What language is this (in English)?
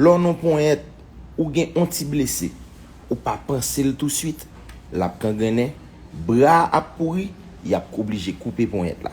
Haitian Creole